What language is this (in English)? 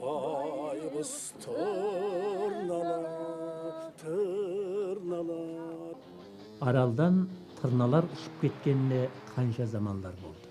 Kara-Kalpak